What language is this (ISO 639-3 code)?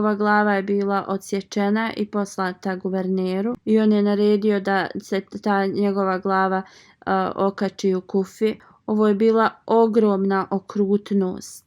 bos